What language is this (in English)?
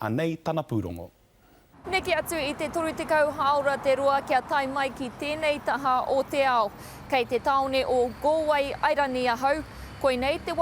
Māori